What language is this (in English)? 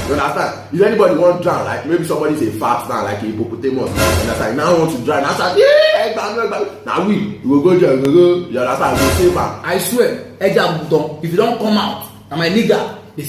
Nigerian Pidgin